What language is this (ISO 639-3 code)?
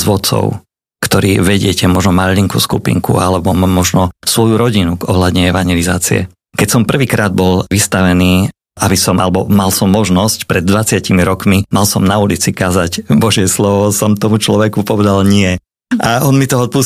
slk